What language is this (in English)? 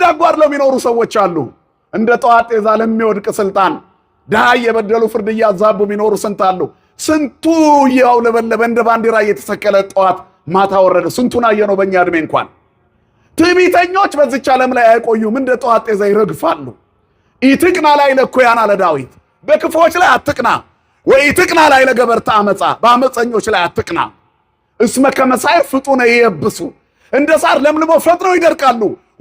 Amharic